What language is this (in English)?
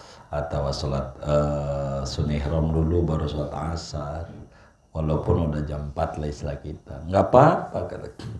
Indonesian